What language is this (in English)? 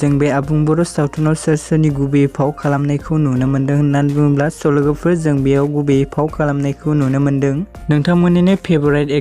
Bodo